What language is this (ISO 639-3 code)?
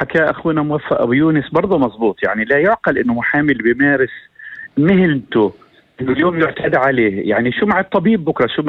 apc